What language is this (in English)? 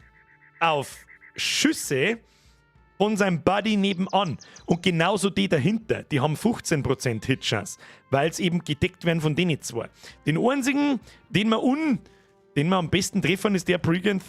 Bavarian